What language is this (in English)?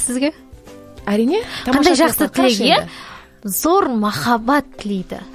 Kazakh